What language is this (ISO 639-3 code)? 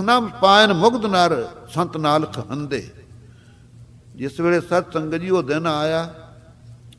pan